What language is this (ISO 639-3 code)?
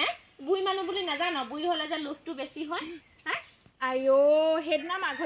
asm